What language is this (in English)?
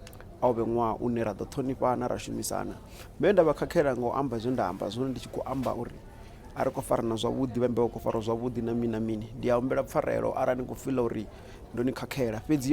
Venda